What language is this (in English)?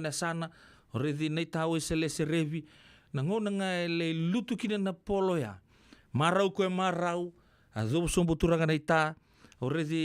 Fijian